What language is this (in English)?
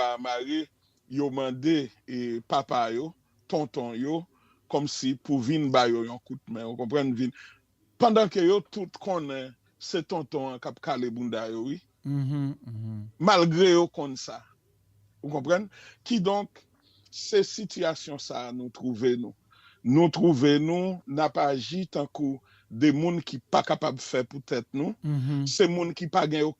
Haitian Creole